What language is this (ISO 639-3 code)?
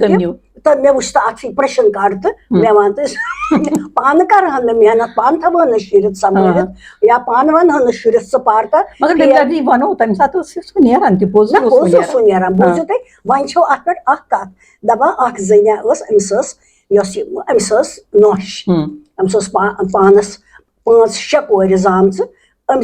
kas